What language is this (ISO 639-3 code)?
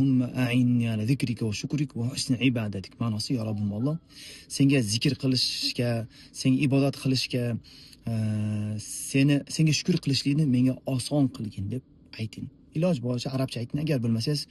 uzb